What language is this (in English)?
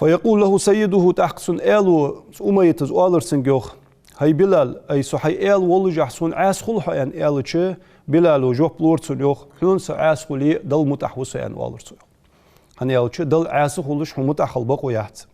Ingush